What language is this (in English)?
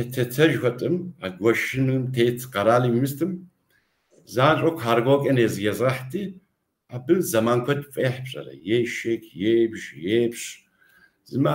Kabardian